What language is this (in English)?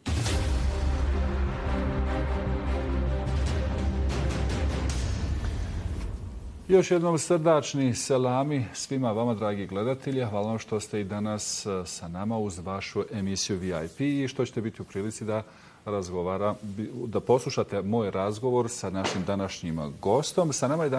Bosnian